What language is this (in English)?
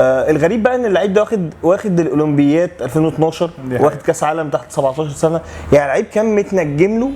Egyptian Arabic